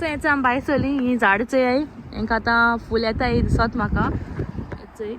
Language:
Konkani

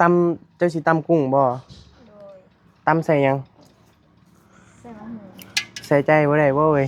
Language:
Northeastern Thai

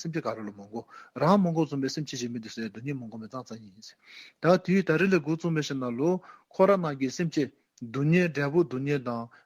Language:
Dzongkha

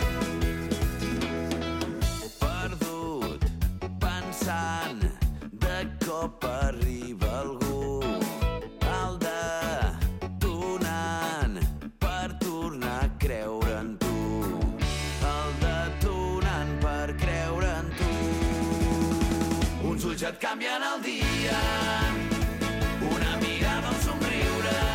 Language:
Catalan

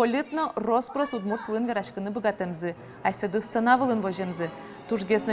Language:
Udmurt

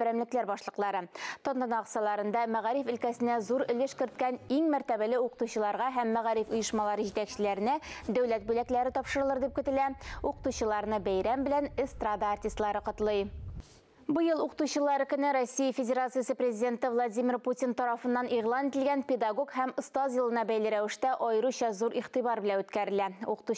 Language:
Tatar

